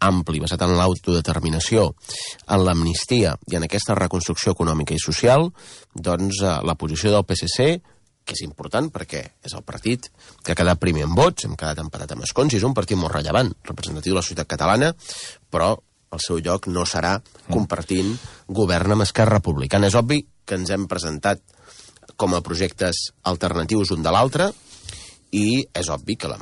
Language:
Catalan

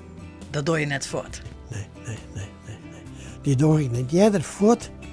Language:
Western Frisian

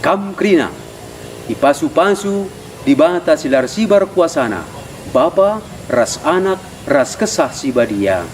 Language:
Batak Karo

